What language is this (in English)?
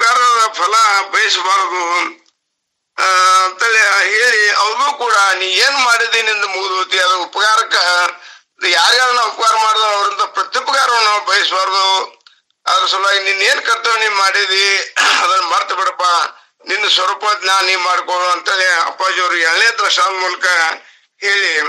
Kannada